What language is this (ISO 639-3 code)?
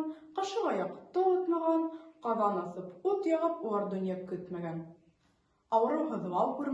bak